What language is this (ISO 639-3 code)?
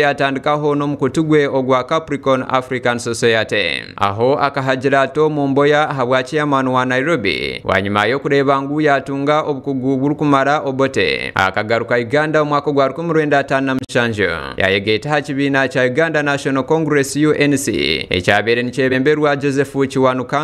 nyn